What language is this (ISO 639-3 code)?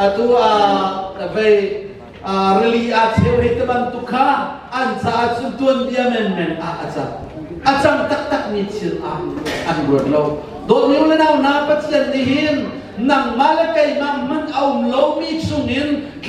cnh